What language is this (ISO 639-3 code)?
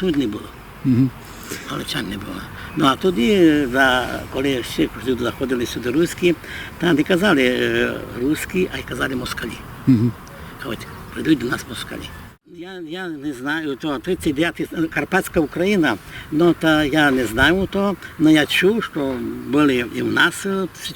rue